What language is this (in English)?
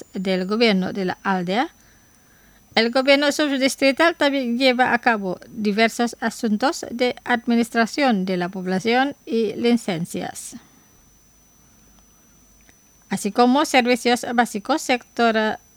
Spanish